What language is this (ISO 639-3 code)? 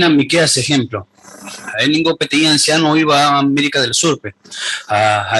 grn